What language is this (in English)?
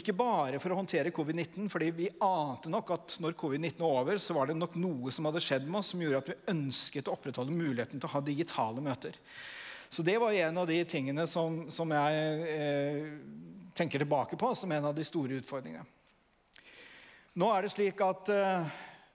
Norwegian